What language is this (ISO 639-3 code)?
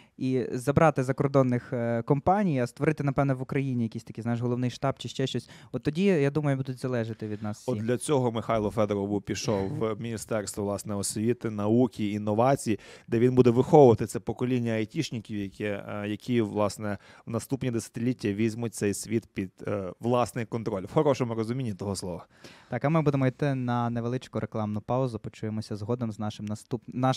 ukr